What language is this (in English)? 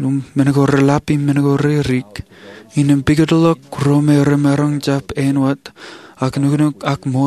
Marshallese